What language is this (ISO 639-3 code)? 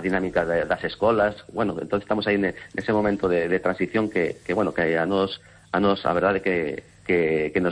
glg